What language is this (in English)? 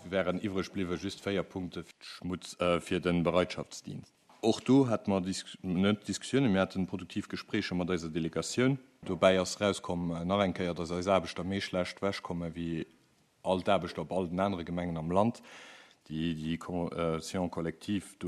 Luxembourgish